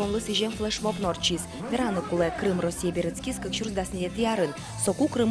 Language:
Udmurt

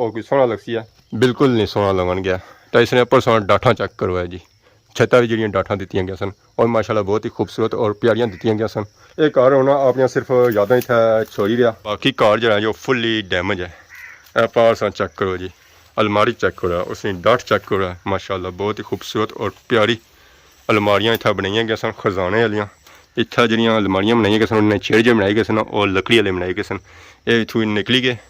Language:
Pahari-Potwari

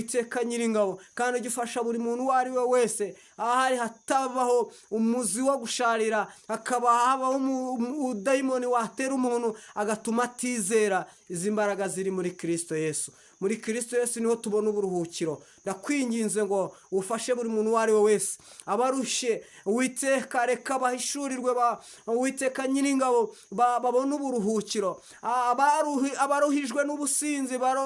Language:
Kinyarwanda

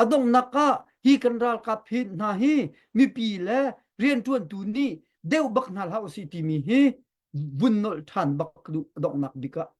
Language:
Hakha Chin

